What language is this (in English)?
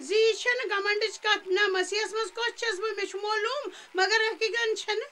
Kashmiri